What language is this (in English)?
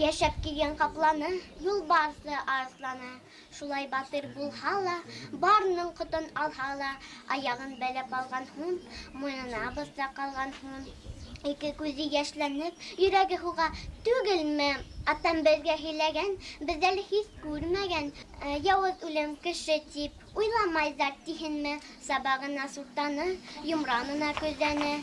Bashkir